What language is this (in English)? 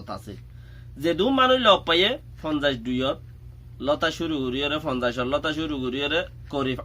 Rohingya